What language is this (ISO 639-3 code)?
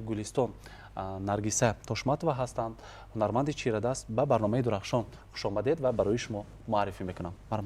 tgk